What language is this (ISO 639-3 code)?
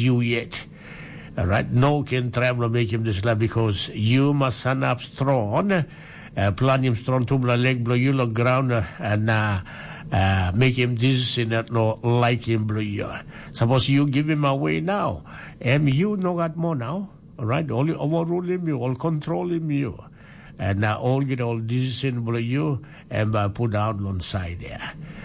tpi